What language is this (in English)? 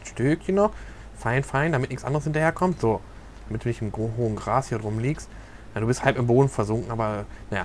German